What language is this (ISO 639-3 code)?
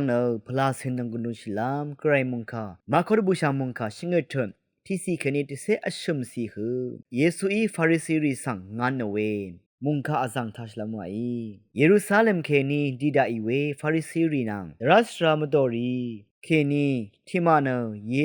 raw